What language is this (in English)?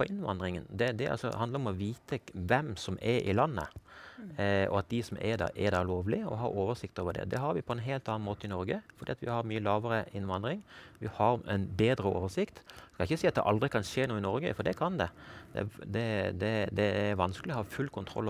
Norwegian